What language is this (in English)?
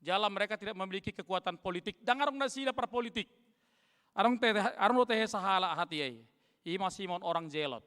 Batak Toba